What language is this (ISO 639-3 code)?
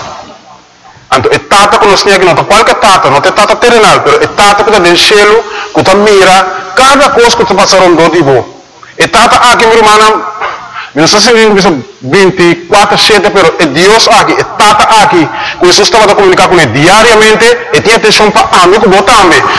pap